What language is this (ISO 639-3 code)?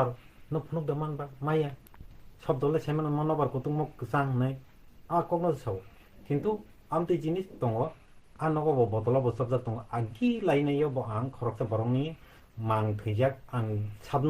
trp